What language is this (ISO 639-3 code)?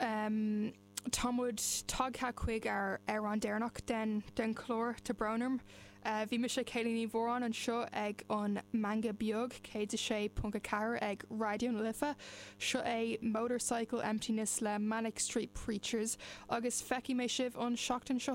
gle